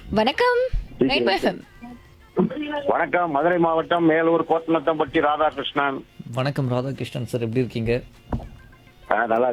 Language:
Tamil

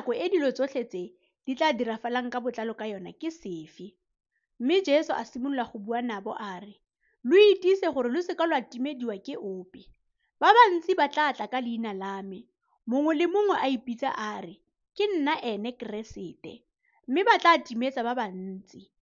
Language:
Tswana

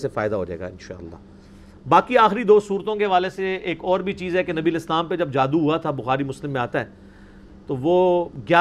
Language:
Urdu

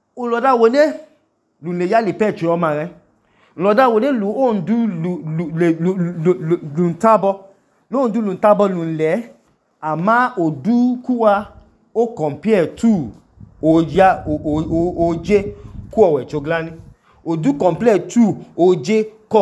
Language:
Idoma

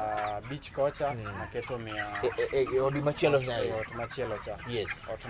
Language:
Luo (Kenya and Tanzania)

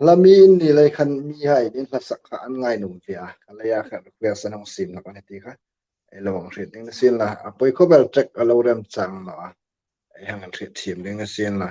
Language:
Hmar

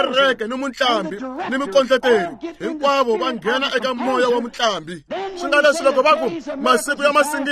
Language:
Tsonga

